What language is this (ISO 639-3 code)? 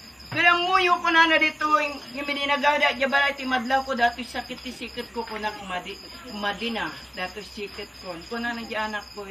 ilo